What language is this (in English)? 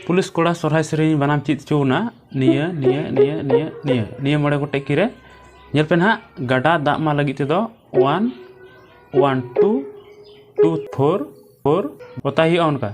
Santali